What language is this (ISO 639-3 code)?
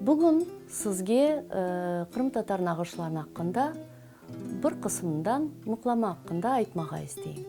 crh